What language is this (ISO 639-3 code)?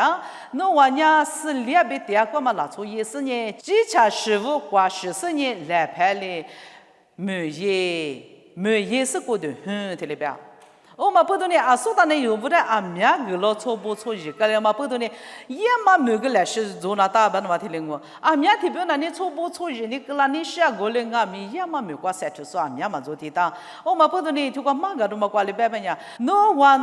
lis